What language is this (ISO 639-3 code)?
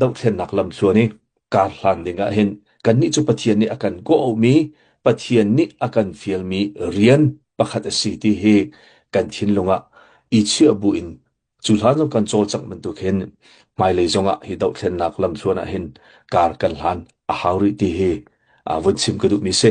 cnh